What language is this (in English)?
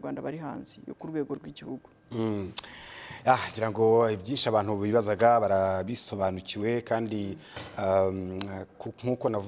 Kinyarwanda